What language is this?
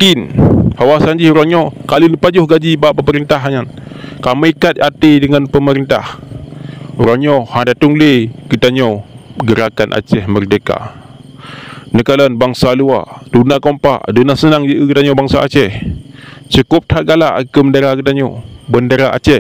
Achinese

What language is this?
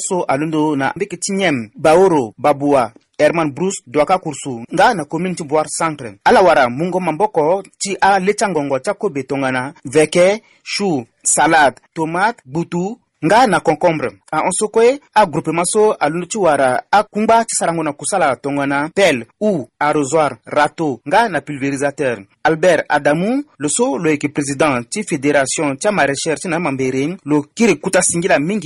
Sango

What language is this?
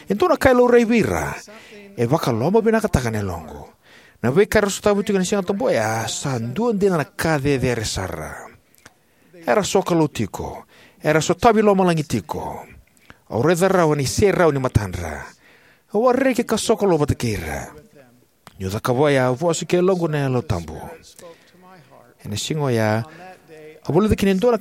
Fijian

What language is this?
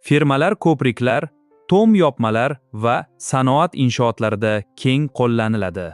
Uzbek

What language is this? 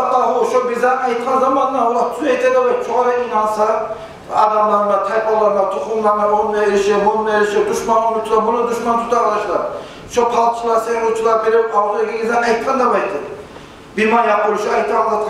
Kumyk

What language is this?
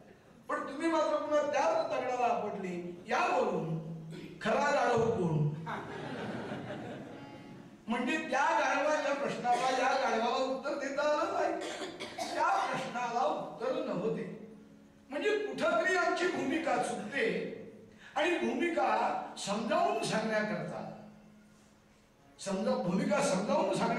Marathi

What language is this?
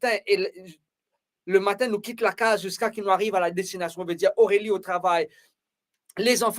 Morisyen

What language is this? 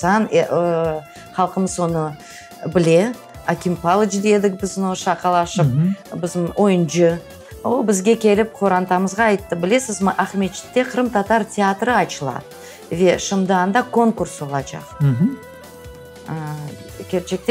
Crimean Tatar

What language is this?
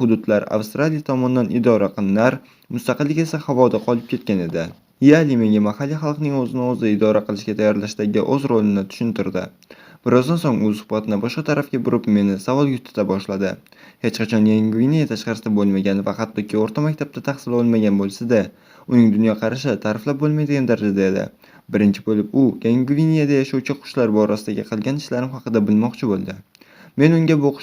Uzbek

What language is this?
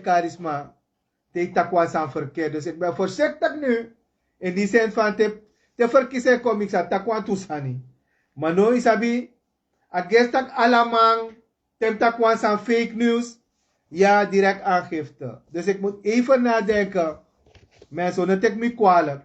Sranan Tongo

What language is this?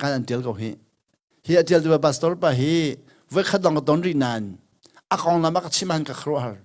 Hakha Chin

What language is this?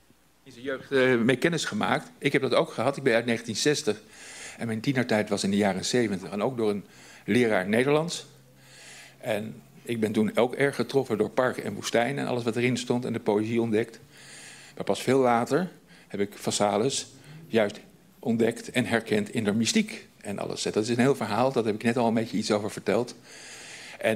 Dutch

